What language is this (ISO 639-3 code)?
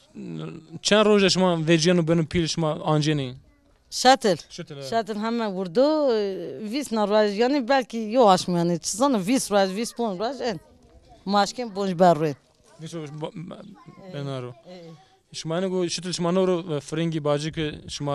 zza